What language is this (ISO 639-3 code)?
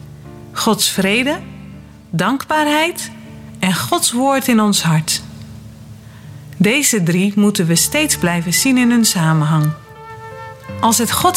nld